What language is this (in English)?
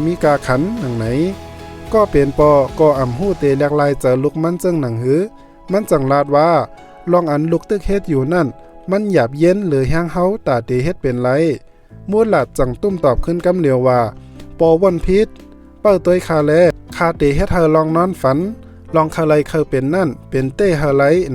Shan